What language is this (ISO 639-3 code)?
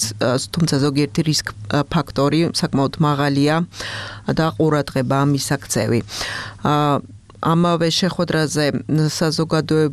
kat